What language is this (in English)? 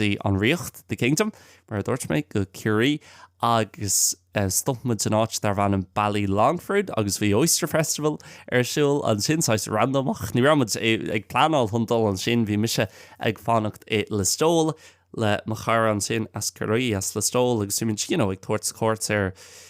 Irish